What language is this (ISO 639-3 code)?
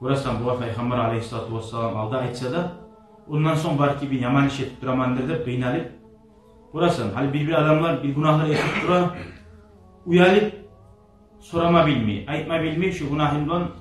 kum